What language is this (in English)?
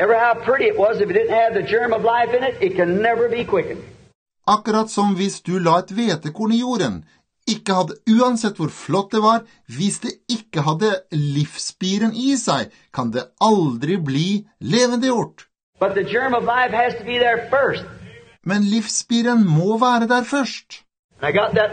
Norwegian